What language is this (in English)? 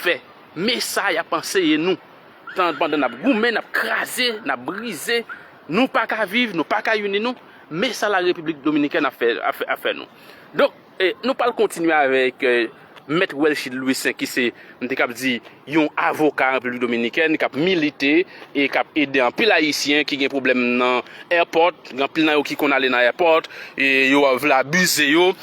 Haitian Creole